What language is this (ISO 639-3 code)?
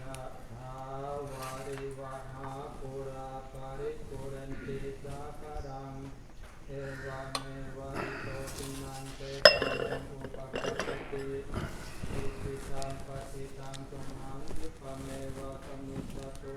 tts